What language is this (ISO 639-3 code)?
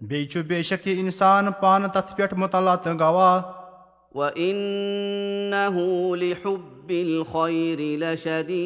kas